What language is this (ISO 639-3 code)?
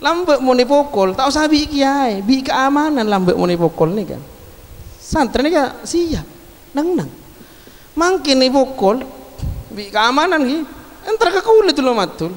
mad